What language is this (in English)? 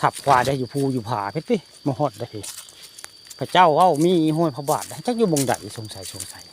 Northeastern Thai